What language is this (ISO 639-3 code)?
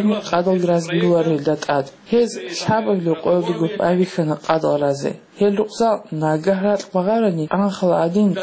ava